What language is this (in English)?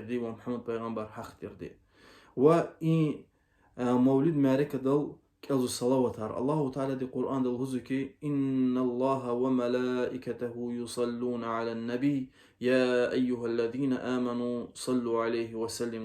Lezghian